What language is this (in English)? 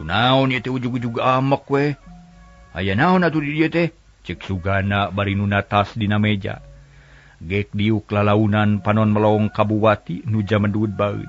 Sundanese